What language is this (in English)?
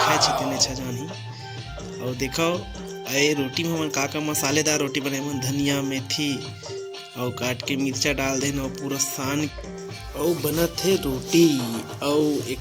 Chhattisgarhi